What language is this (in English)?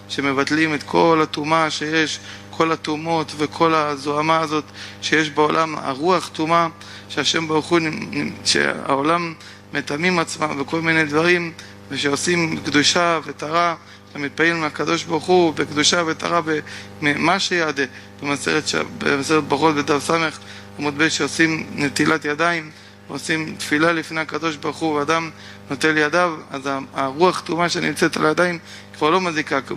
Hebrew